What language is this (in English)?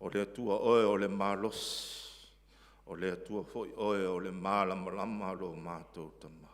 Samoan